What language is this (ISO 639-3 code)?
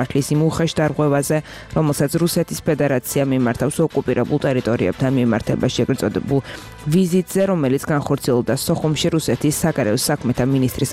kat